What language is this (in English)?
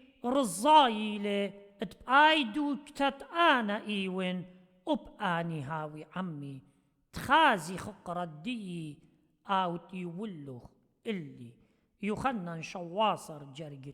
Assyrian Neo-Aramaic